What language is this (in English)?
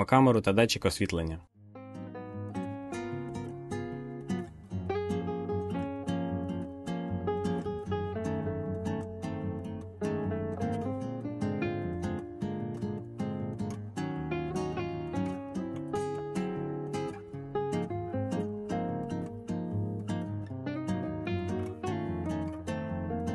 Ukrainian